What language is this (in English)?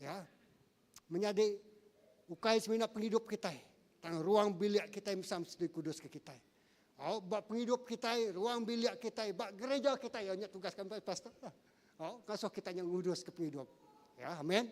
Iban